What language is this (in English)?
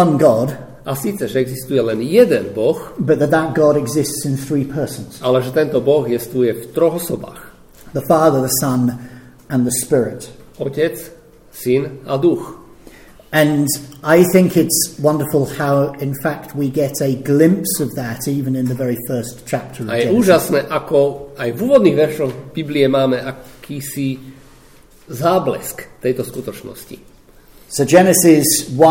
Slovak